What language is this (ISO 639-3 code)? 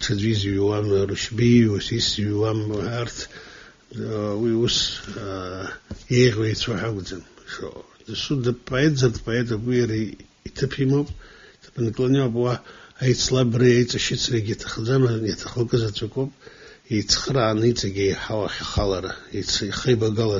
abk